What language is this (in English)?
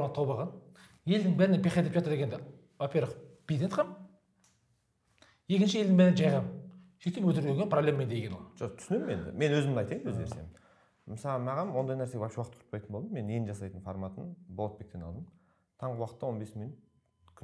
Kazakh